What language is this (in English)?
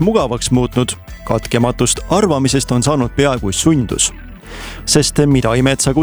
Estonian